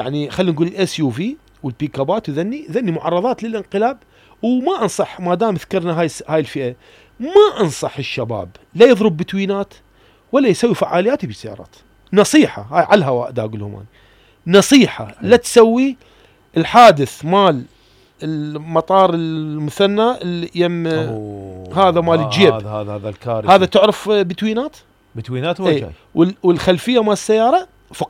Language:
Mesopotamian Arabic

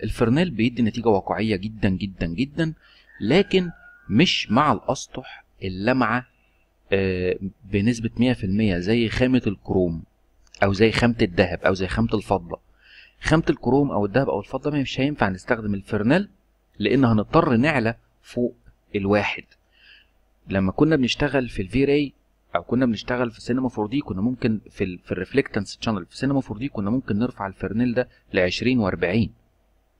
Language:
Egyptian Arabic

